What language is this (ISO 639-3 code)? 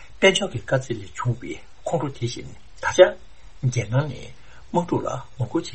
bod